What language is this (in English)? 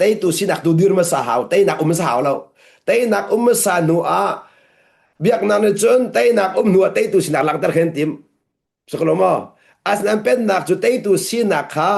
Hakha Chin